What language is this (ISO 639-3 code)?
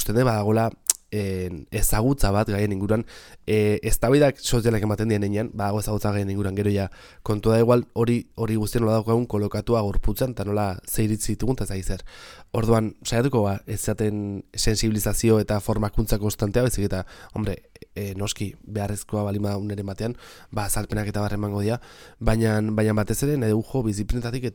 eus